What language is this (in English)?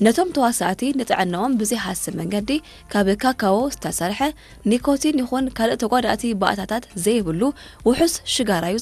Tigrinya